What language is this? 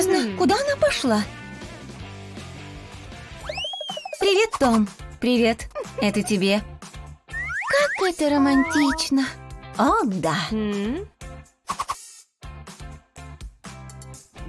Russian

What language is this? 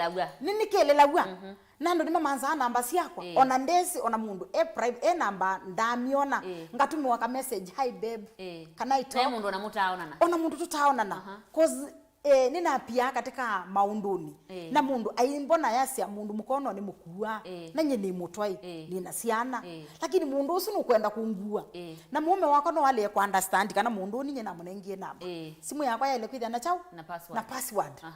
Kamba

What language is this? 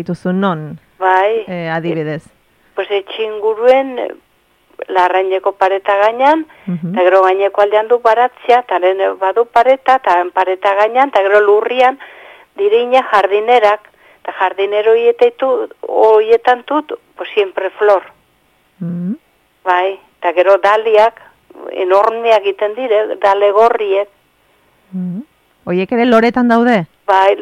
Basque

